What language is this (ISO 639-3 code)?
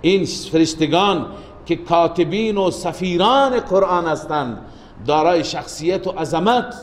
fas